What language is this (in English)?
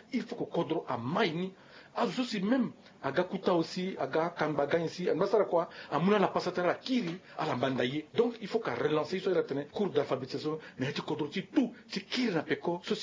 Sango